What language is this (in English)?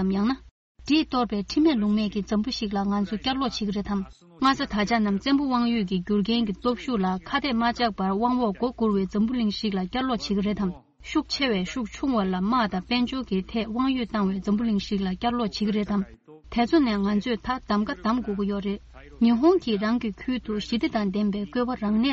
Tibetan